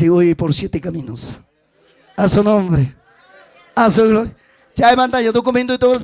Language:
Ayacucho Quechua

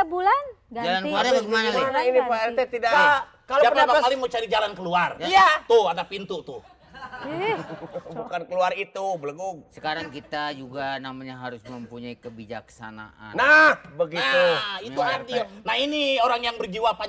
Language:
Betawi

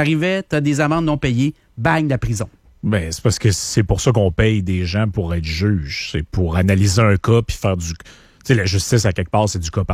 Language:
French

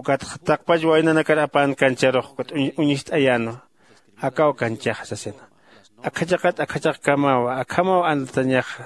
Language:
Aymara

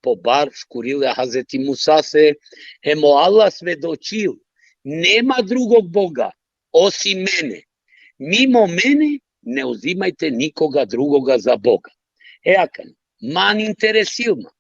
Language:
Balkan Romani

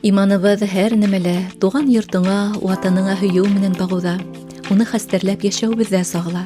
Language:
Bashkir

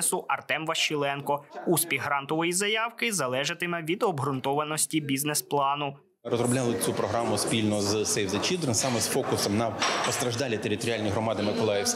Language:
Ukrainian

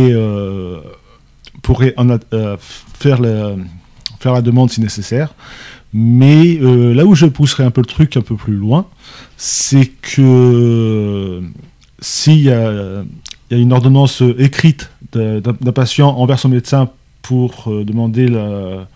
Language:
French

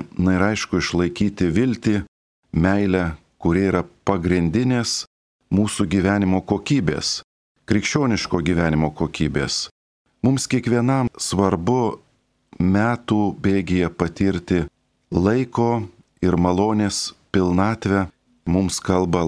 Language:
Lithuanian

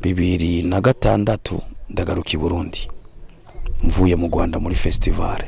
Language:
Rundi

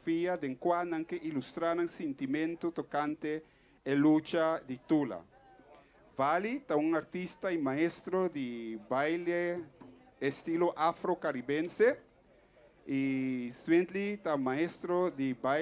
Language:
Papiamento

